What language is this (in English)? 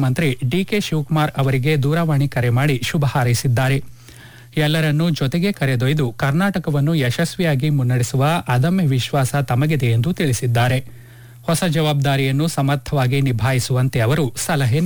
Kannada